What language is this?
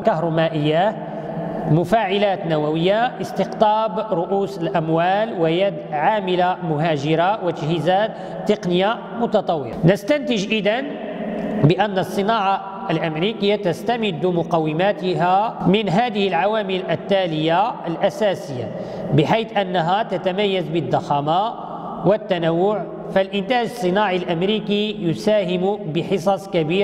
Arabic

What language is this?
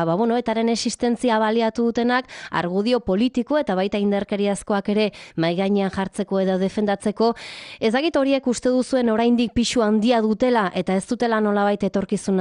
Basque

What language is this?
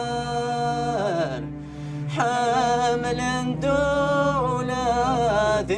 Kabyle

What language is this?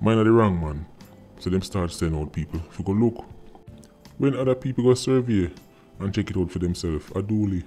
Jamaican Creole English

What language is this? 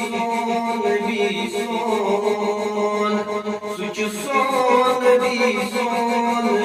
Kashmiri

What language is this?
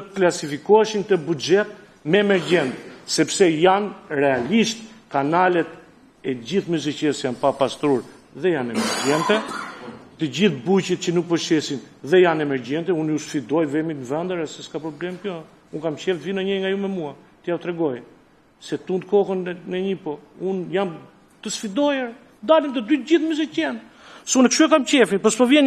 Albanian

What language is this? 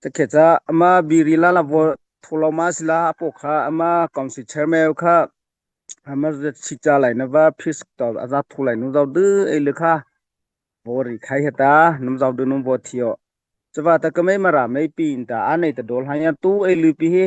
Mara Chin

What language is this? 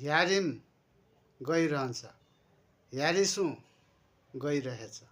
Nepali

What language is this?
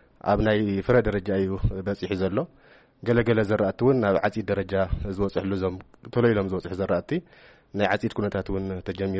Tigrinya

